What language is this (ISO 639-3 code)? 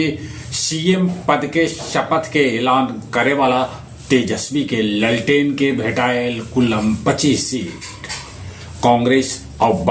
mag